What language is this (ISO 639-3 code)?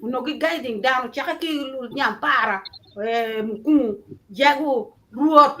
ach